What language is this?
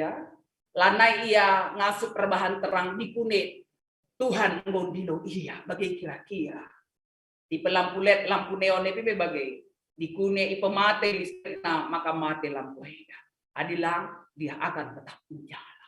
Batak Karo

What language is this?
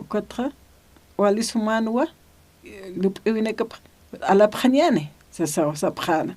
Aymara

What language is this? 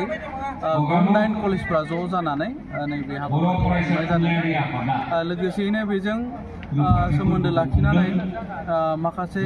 Bodo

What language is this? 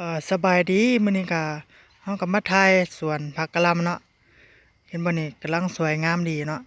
Lao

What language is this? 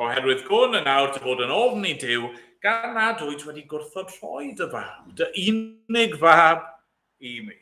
Welsh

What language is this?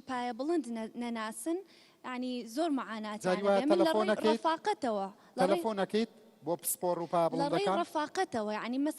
Central Kurdish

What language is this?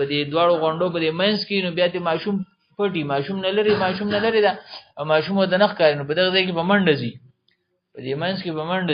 Pashto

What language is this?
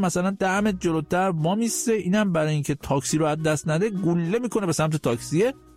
Persian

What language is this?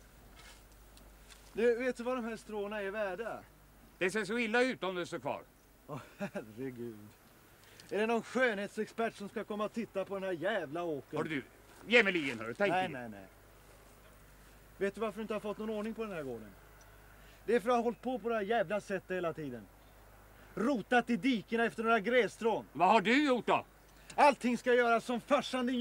Swedish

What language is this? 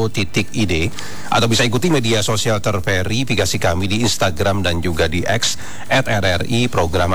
Indonesian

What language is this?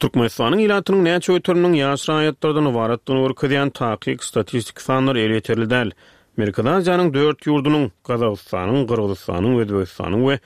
Turkmen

